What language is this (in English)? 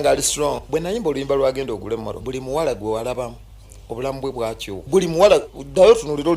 Ganda